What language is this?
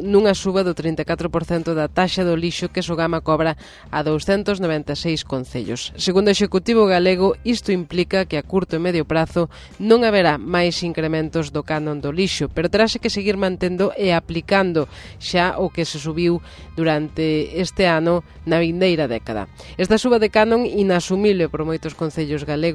Galician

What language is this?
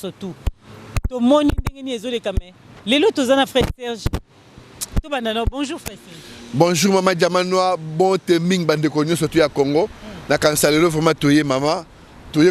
Lingala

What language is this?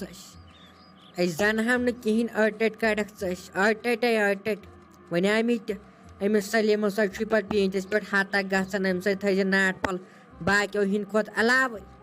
Kashmiri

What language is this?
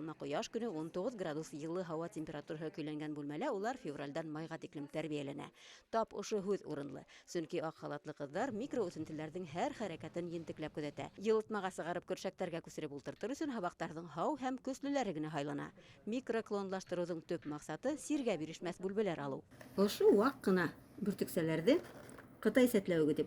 Bashkir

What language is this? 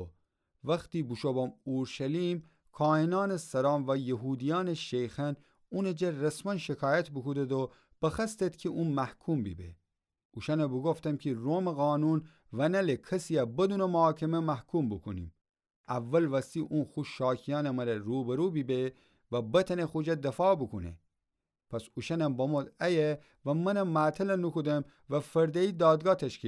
Gilaki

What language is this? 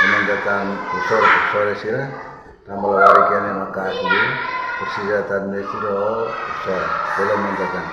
Tetum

